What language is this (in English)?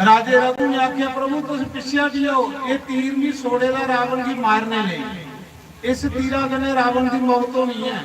Dogri